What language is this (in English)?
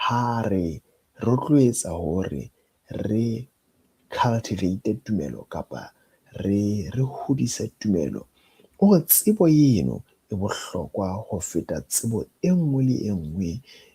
Southern Sotho